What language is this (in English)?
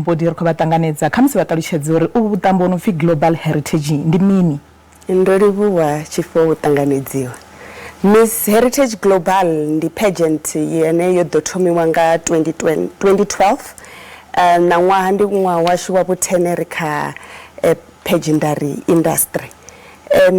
Venda